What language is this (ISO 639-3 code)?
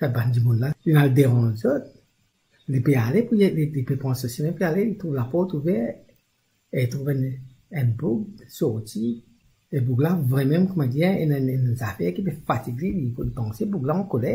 mfe